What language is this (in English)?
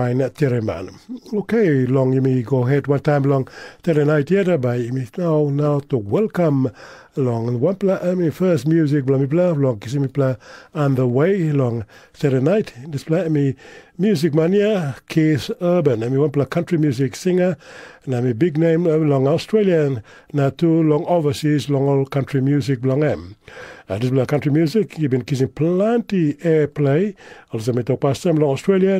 Tok Pisin